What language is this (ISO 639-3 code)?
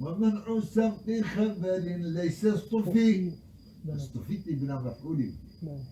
kur